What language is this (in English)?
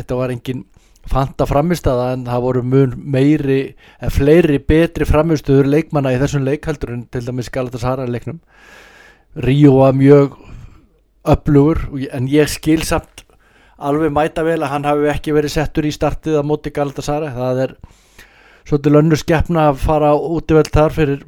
Icelandic